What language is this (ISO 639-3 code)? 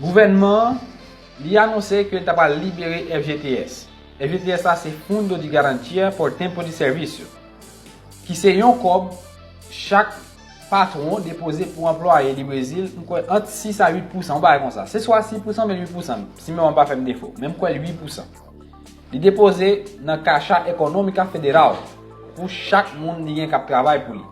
hat